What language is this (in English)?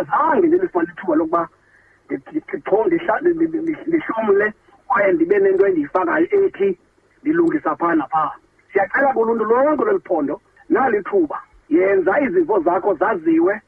Xhosa